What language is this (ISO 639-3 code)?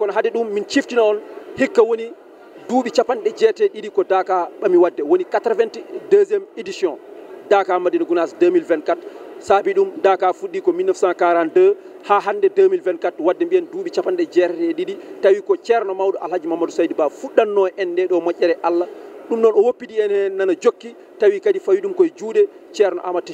ful